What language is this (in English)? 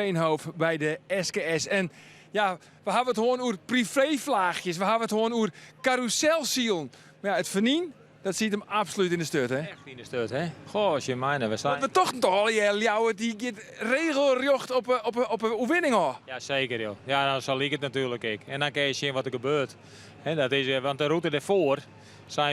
Western Frisian